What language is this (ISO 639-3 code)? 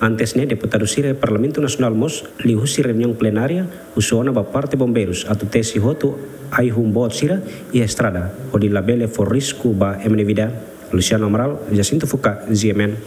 tet